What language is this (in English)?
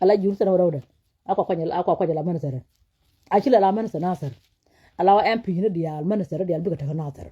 Nuer